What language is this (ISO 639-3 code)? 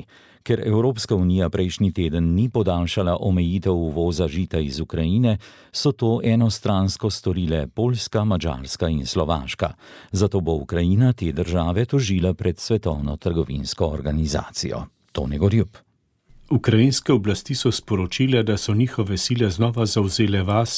slv